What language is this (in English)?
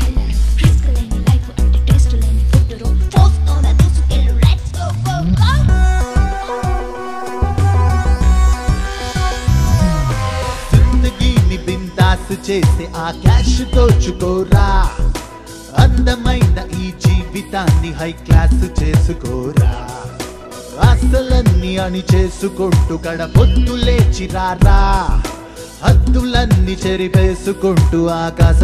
Telugu